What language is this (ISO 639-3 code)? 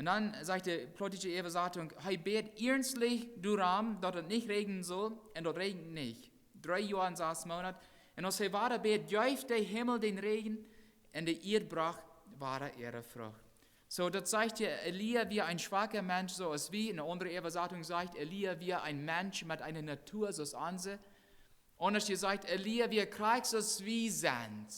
pdt